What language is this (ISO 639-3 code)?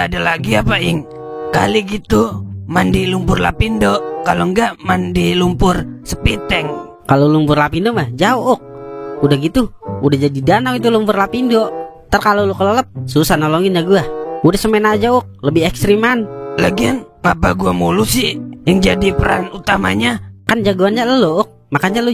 bew